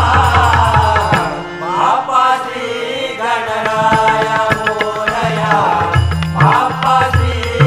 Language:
Marathi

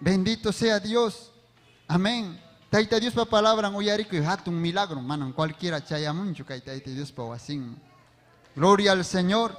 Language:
Ayacucho Quechua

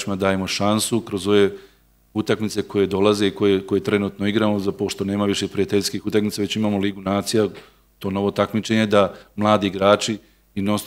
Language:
Serbian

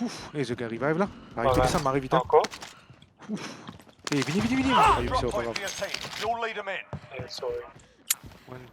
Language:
Morisyen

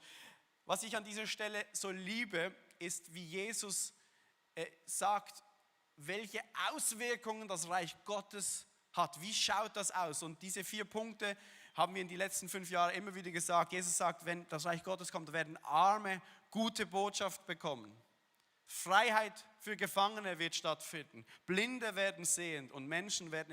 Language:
Swiss German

